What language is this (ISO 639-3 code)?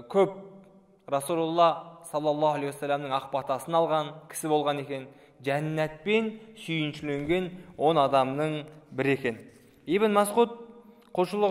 kaz